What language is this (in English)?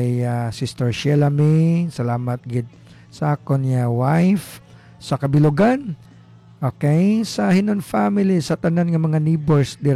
Hiligaynon